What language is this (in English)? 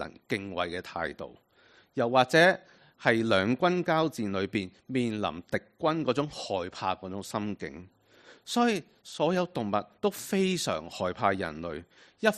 Cantonese